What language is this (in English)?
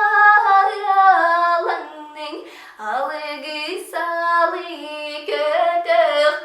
Yakut